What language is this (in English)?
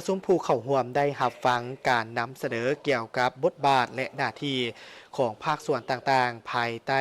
Lao